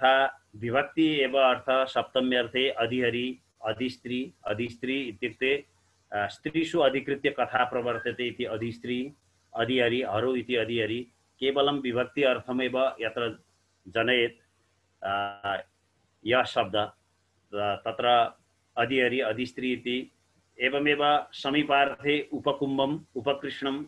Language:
Sanskrit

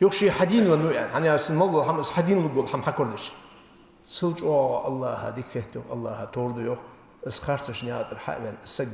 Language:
Ingush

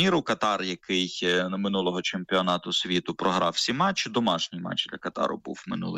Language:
Ukrainian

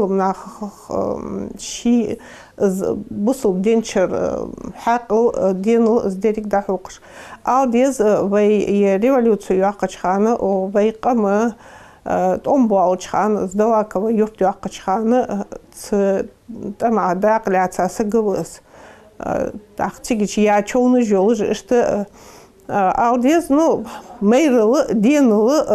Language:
Ingush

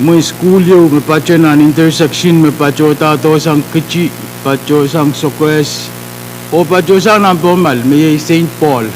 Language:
Pohnpeian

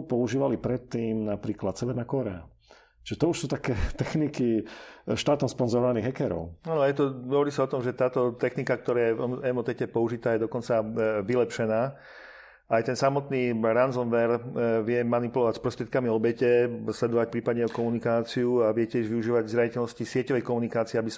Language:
Slovak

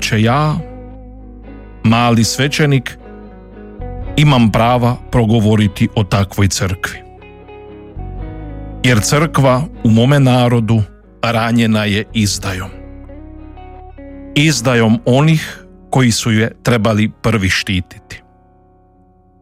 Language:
Croatian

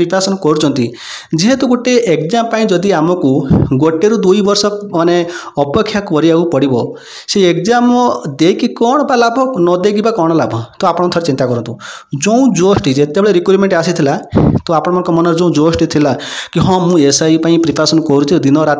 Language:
Odia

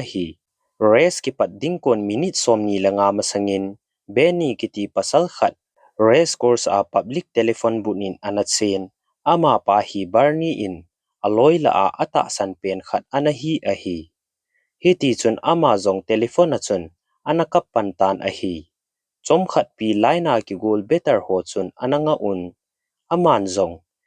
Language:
Thado Chin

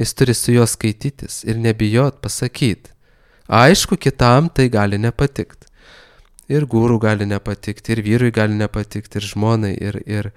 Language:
Lithuanian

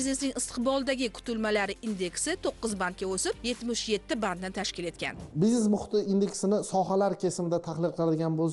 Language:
Uzbek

